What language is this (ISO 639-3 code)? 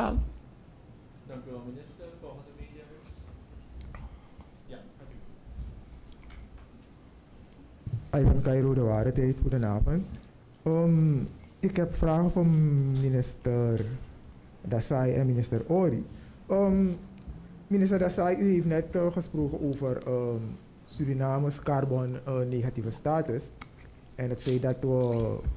nld